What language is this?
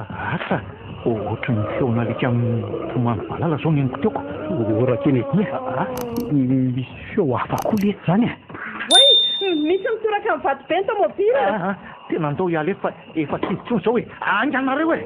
Malagasy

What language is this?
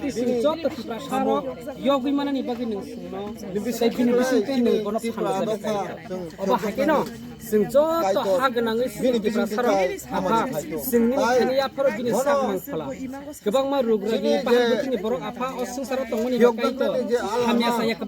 Kok Borok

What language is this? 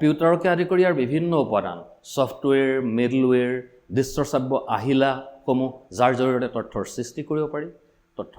Assamese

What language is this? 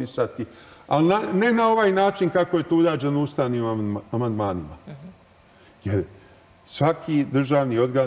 Serbian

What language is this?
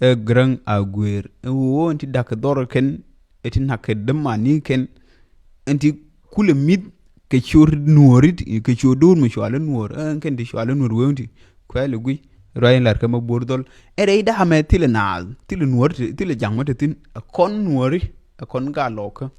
Nuer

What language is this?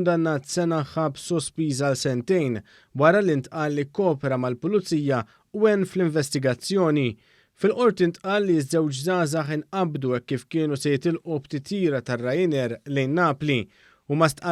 Maltese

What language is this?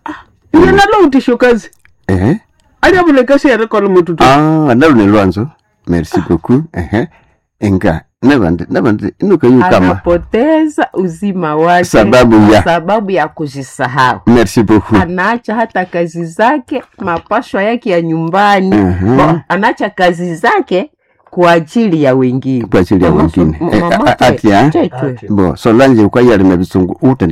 Swahili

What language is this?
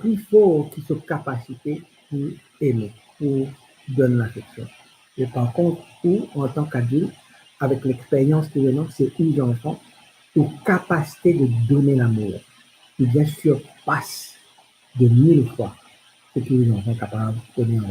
Morisyen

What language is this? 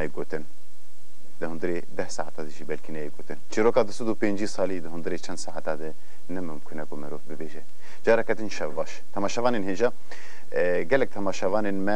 Kurdish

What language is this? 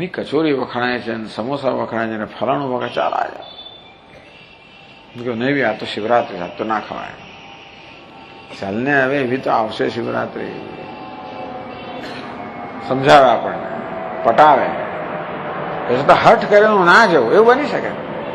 Gujarati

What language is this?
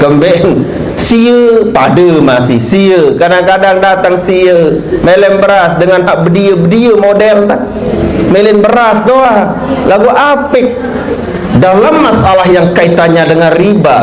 Sasak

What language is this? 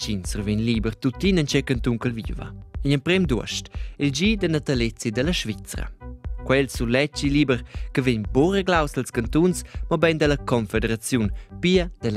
Romansh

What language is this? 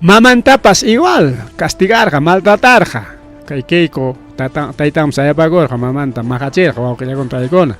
Ayacucho Quechua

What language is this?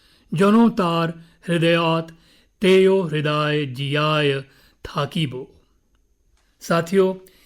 Dogri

